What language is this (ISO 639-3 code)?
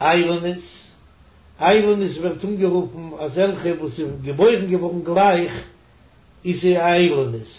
yid